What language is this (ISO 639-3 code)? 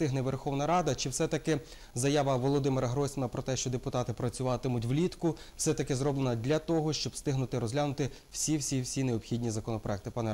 ukr